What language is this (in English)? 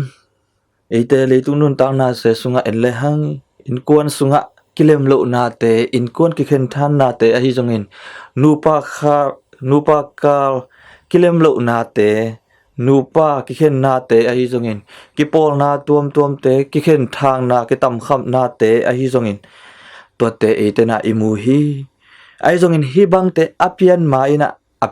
Tedim Chin